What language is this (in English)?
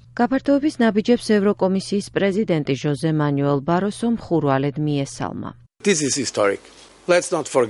Georgian